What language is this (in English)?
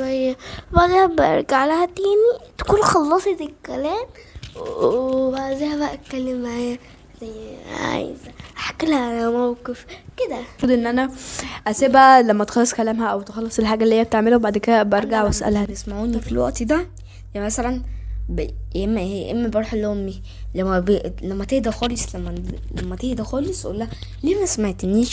Egyptian Arabic